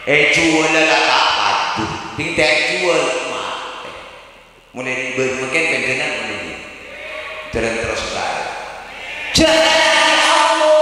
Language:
Madurese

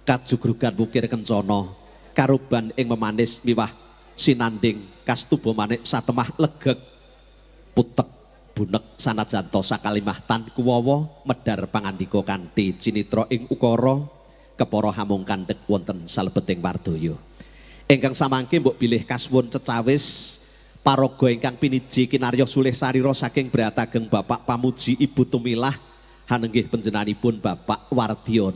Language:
Javanese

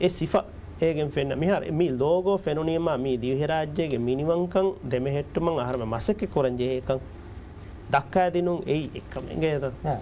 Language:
Divehi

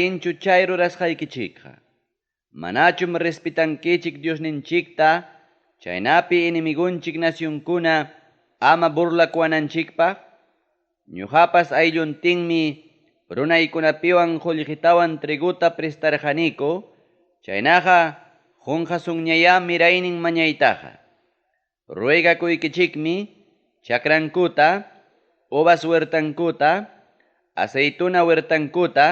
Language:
Ayacucho Quechua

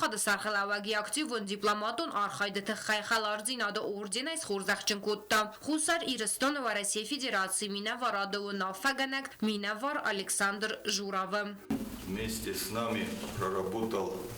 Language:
Ossetic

